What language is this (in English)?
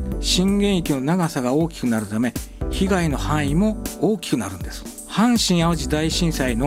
Japanese